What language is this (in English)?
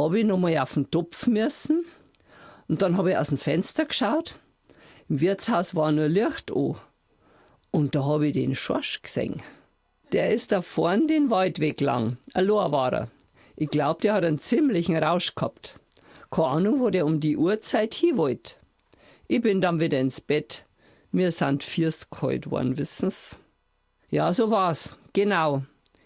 Bavarian